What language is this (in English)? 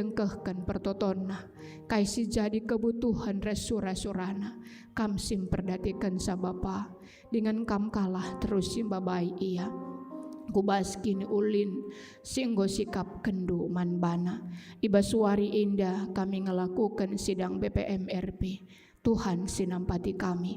Batak Karo